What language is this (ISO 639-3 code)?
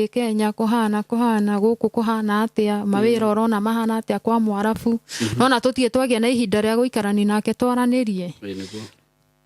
kik